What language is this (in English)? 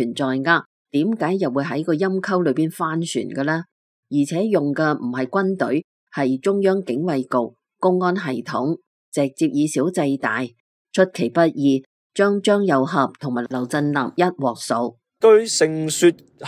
Cantonese